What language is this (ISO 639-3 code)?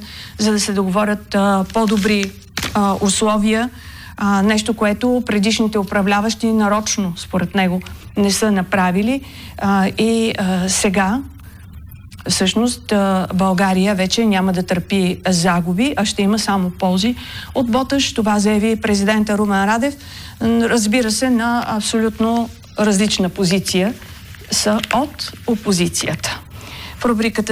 bul